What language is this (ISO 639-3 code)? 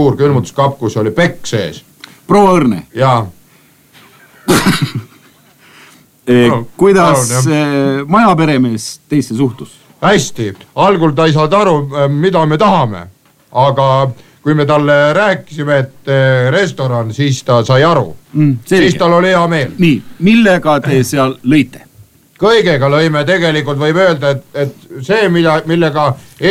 est